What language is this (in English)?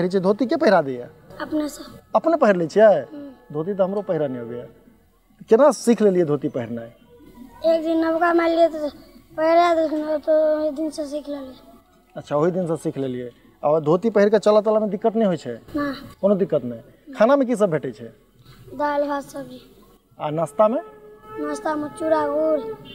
Maithili